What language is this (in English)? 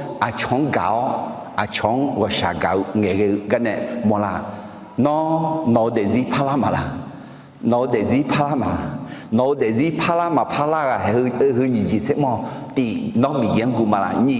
Akha